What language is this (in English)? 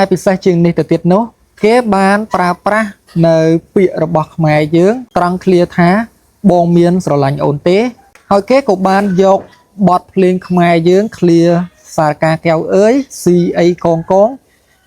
Khmer